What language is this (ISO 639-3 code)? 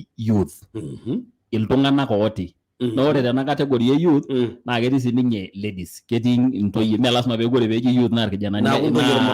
mas